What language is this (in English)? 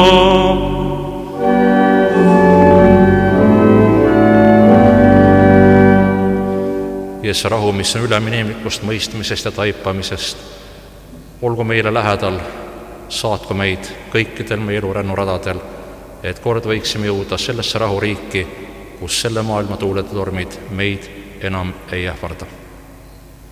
Estonian